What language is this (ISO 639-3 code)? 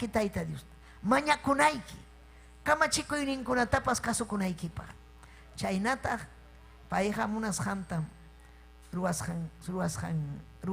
quy